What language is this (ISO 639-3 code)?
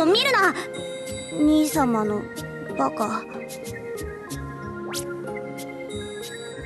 jpn